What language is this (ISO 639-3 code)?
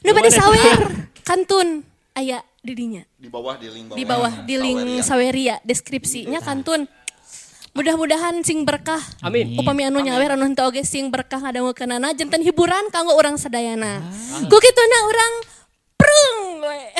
sun